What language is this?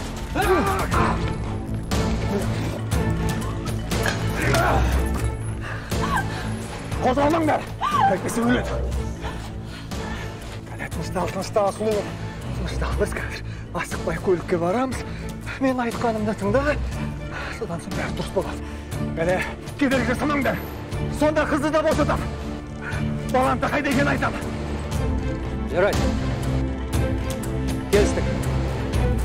Kazakh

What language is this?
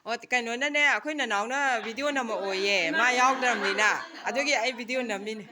Manipuri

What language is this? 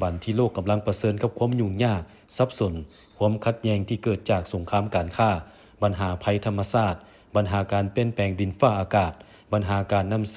Lao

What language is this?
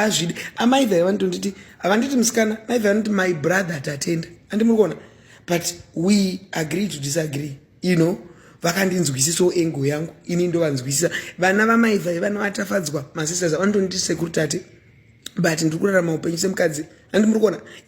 Shona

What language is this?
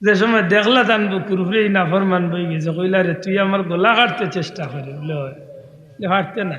Sylheti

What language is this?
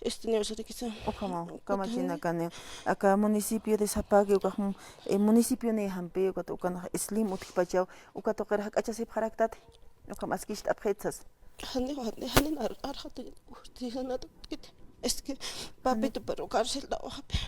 Aymara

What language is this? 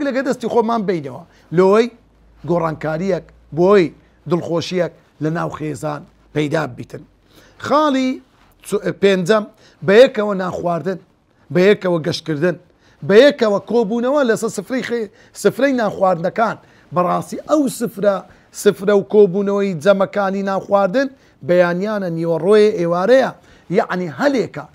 Central Kurdish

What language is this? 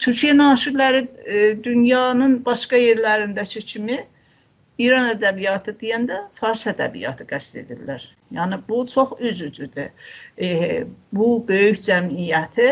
South Azerbaijani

